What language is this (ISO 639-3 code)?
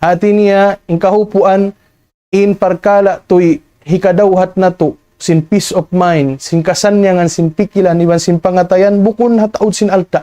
tsg